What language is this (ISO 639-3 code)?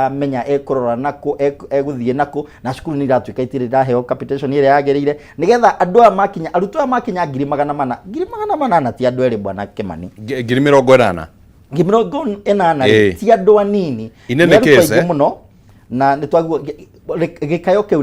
kik